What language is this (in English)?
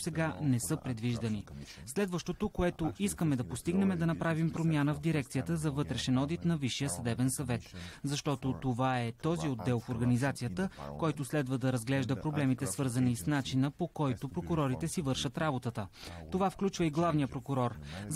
Bulgarian